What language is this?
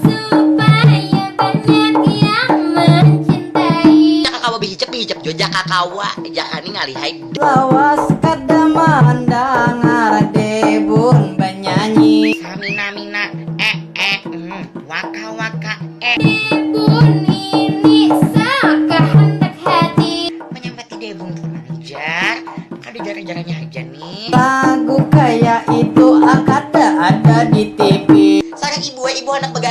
Banjar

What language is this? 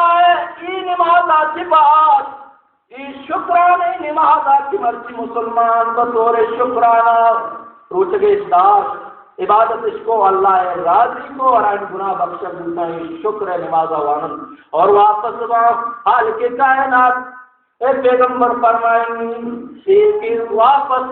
Baluchi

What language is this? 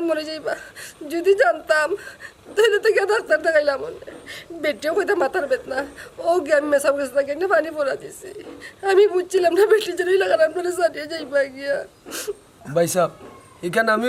Sylheti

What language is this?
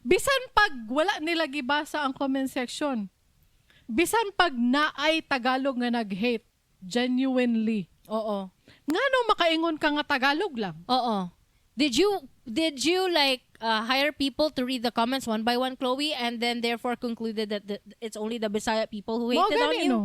Cebuano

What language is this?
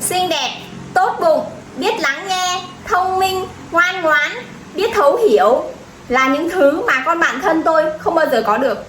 Vietnamese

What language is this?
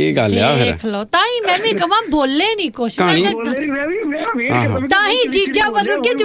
Punjabi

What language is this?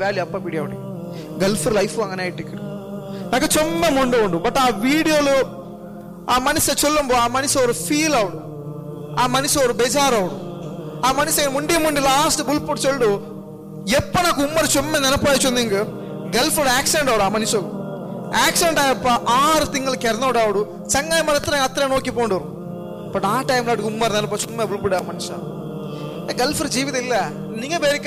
Malayalam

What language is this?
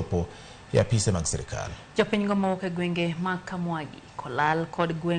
Luo (Kenya and Tanzania)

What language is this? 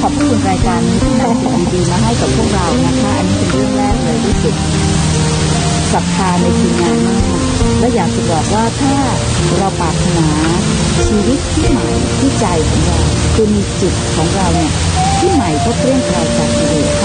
Thai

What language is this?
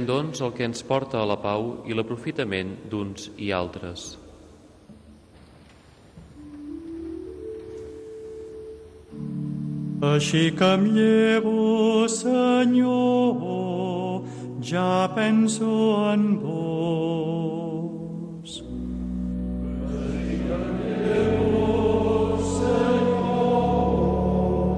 Catalan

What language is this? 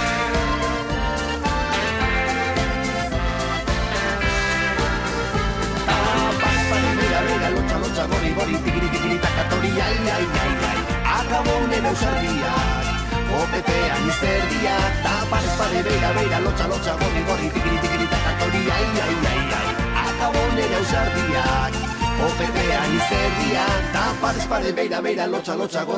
Basque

